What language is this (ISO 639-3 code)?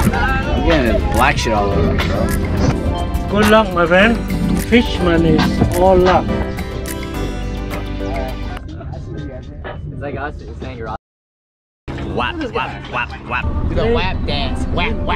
eng